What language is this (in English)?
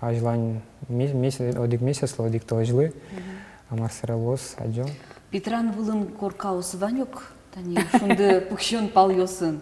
Udmurt